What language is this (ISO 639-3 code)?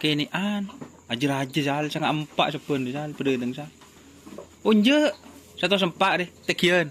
mad